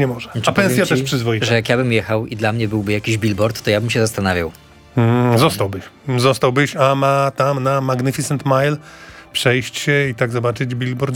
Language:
Polish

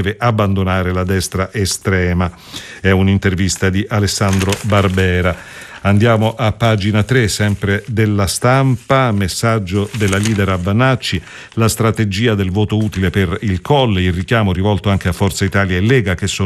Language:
Italian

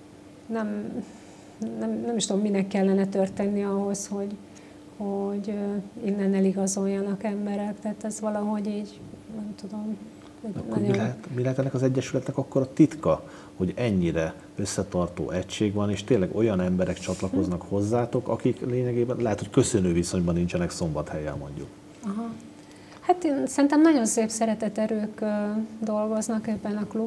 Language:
Hungarian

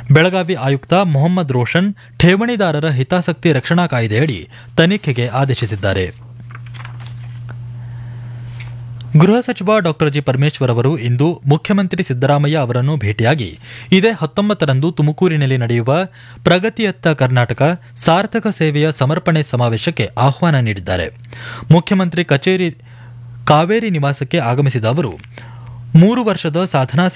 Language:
Kannada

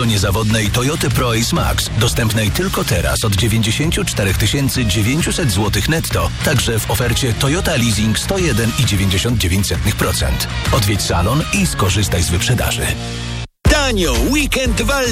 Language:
Polish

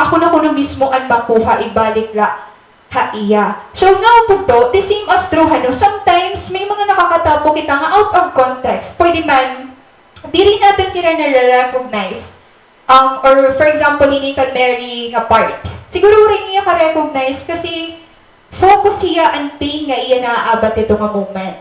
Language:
Waray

